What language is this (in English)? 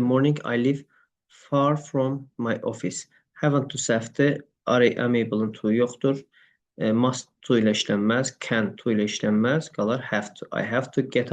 Azerbaijani